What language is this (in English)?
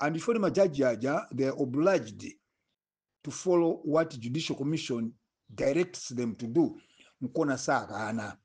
Nyanja